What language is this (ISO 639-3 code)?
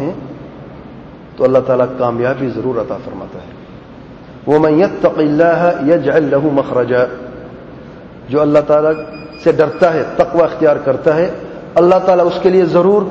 urd